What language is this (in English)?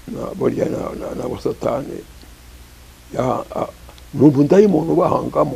Kinyarwanda